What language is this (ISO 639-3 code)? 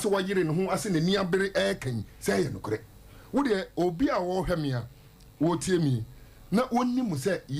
aka